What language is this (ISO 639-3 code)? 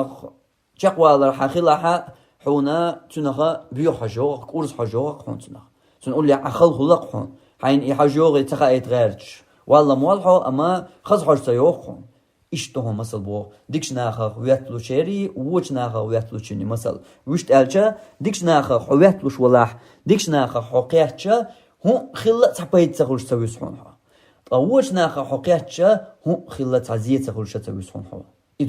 che